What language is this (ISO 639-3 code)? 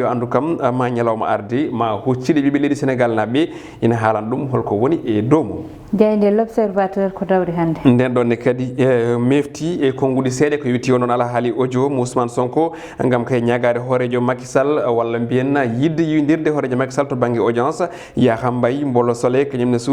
ful